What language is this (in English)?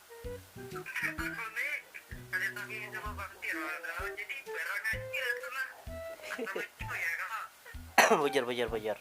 Banjar